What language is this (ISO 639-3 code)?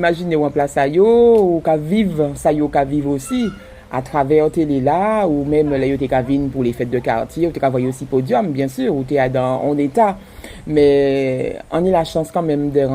gcf